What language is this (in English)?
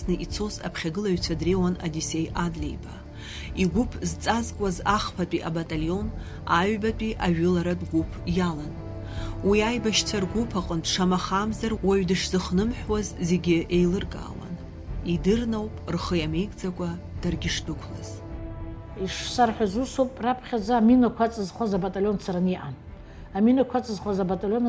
Abkhazian